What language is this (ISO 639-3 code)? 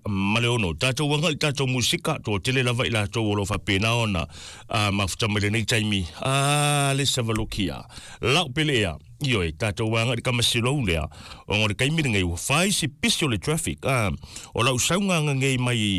smo